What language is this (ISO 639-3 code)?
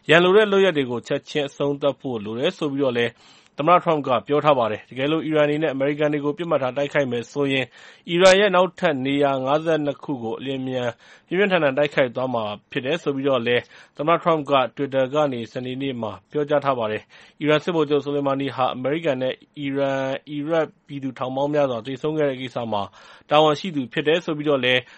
mya